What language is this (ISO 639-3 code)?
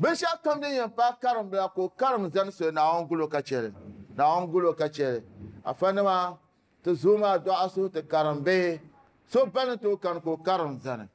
dag